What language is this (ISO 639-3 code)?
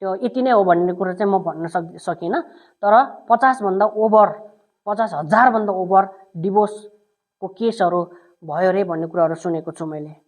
nep